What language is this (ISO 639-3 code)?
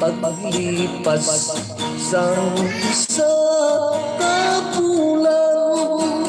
hil